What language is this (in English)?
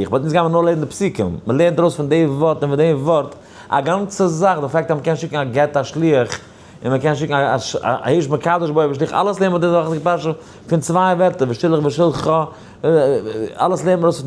Yiddish